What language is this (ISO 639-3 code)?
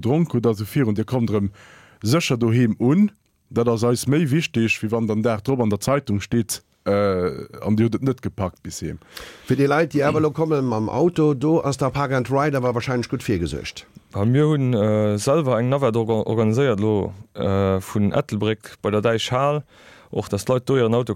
ltz